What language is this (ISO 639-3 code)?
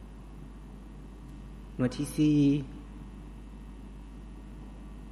lao